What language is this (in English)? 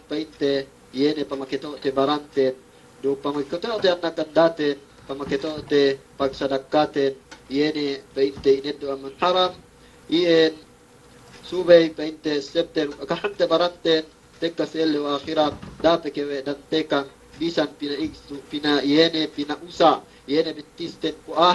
Yakan